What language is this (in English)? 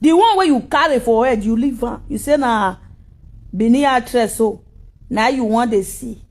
Nigerian Pidgin